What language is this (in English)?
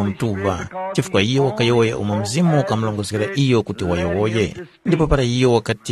Tumbuka